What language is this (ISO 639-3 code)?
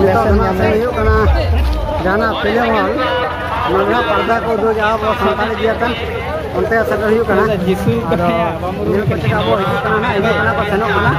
sat